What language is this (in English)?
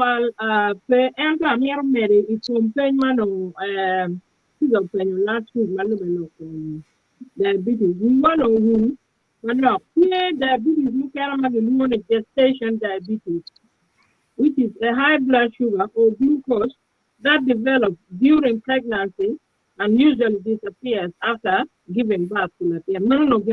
Acoli